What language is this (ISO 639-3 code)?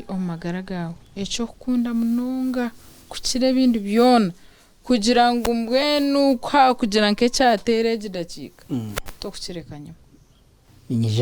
nyn